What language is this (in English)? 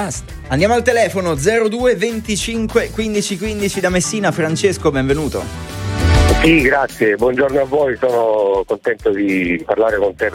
Italian